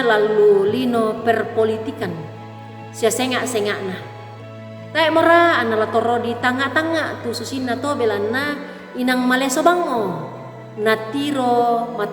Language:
Toraja-Sa'dan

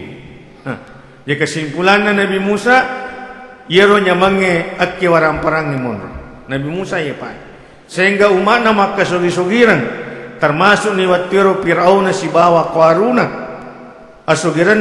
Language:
Buginese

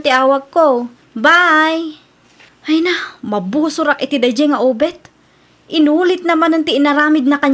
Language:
Iloko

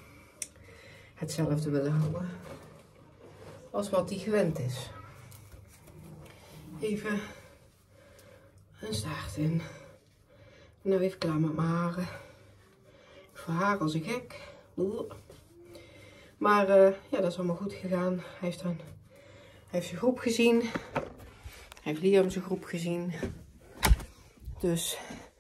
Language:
Dutch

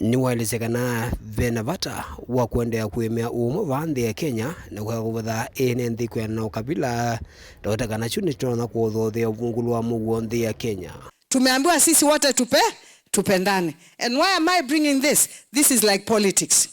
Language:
Kamba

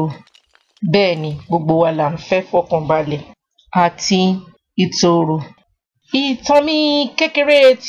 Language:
Yoruba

